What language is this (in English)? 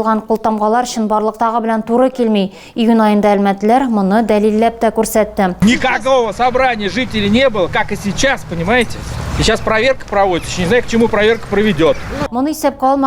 Tatar